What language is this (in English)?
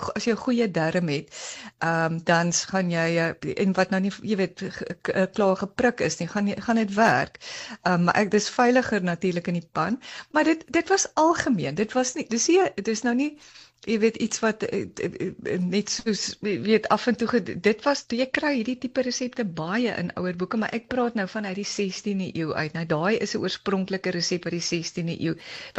Afrikaans